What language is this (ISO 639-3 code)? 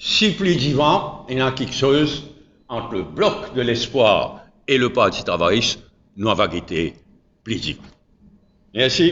mfe